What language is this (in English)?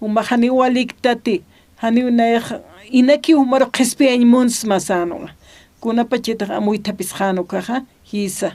Aymara